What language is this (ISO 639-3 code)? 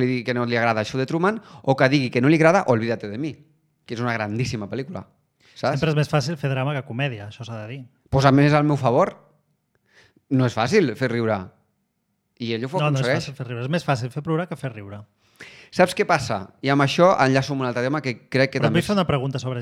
cat